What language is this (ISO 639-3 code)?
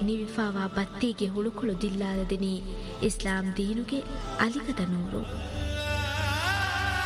div